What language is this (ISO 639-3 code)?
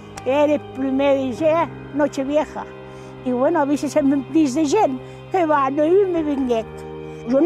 oci